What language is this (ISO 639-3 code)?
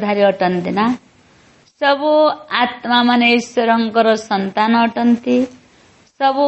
ori